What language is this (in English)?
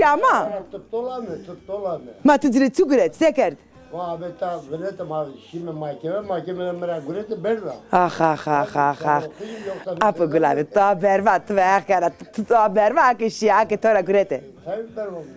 Zaza